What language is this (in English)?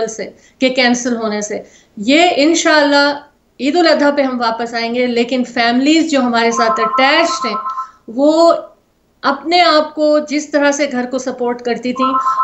Urdu